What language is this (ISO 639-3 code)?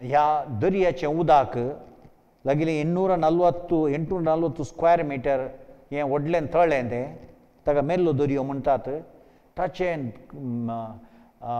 kok